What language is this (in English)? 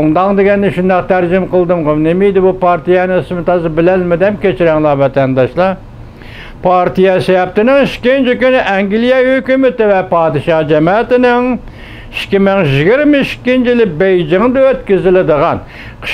Uyghur